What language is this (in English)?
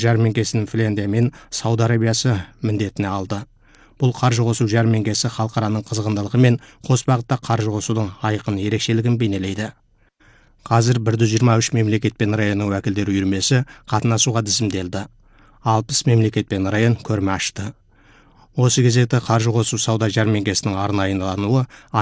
Kazakh